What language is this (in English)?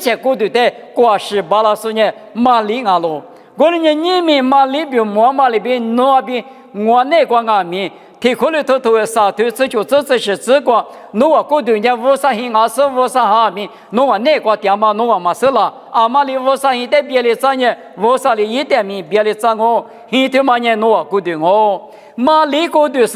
Lisu